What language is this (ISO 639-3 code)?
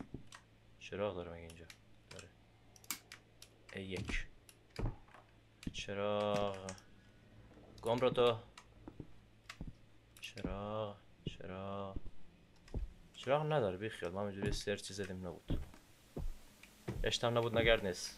fas